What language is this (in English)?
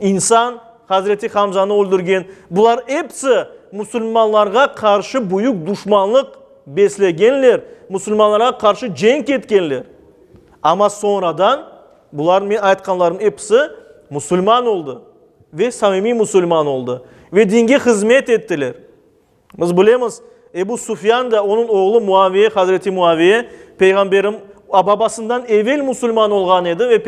Crimean Tatar